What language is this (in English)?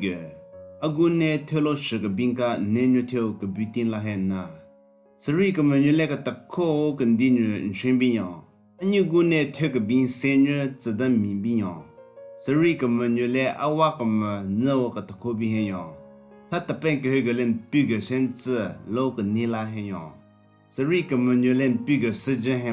Southern Rengma Naga